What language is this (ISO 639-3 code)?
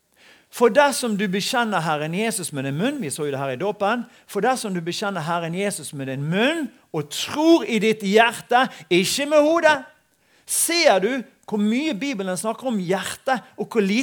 nor